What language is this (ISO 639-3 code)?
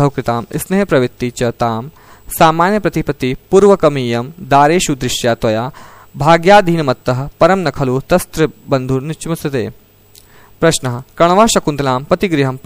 san